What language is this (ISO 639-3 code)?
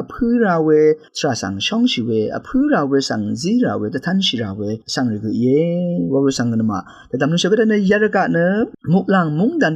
raw